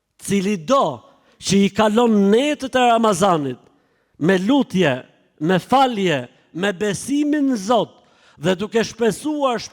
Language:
Albanian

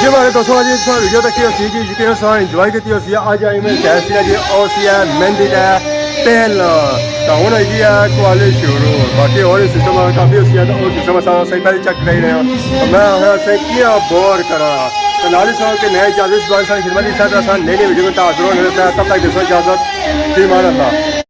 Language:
Pahari-Potwari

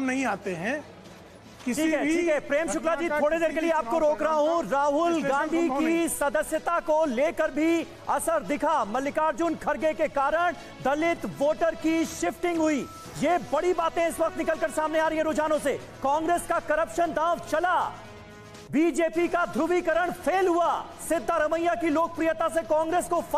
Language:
Hindi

